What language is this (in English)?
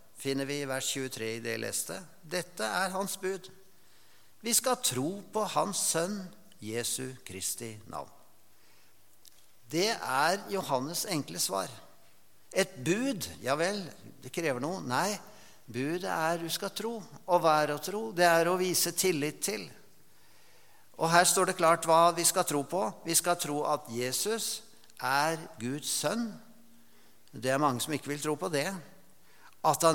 Norwegian